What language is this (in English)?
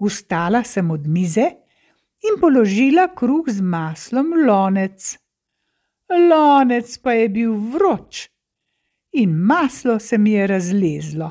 Slovenian